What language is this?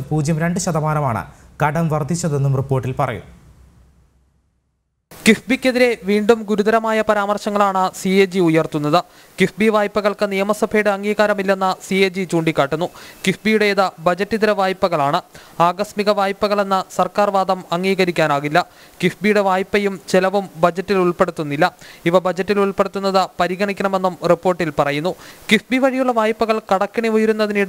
Malayalam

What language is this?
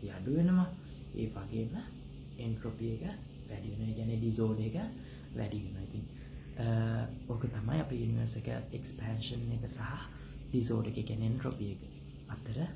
Sinhala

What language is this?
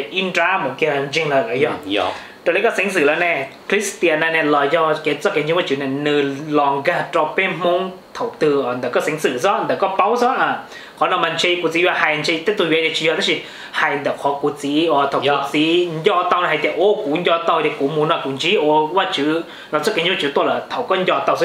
Vietnamese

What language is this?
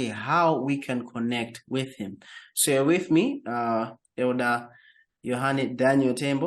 English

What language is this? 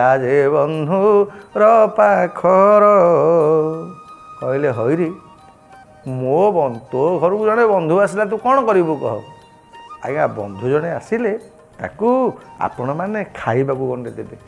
Odia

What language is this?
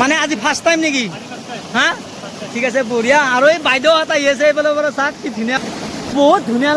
Assamese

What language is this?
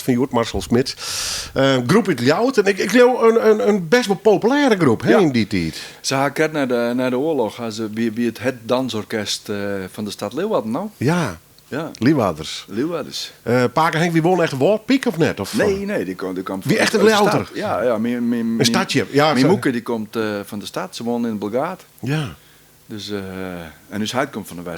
Western Frisian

